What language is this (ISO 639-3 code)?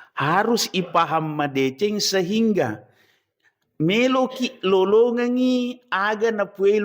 bug